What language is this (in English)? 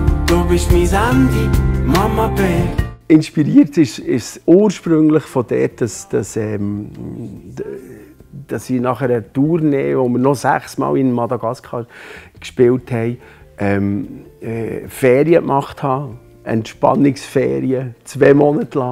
Swiss German